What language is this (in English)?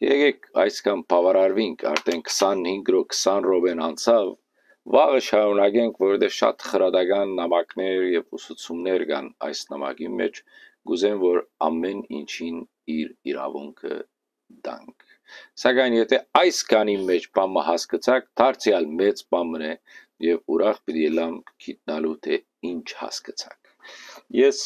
Western Armenian